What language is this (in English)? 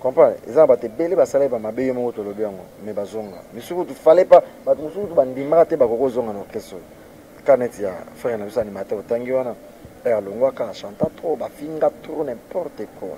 Lingala